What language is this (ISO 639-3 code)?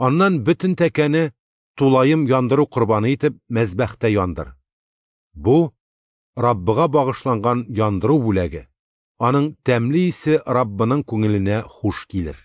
tat